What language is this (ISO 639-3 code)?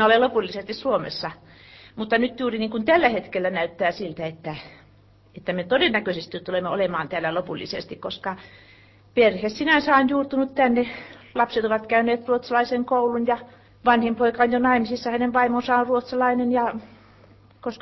fin